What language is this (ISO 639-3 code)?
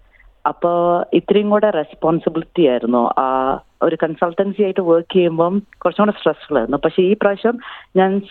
mal